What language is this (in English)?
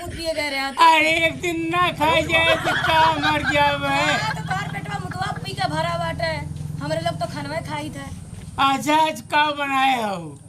Awadhi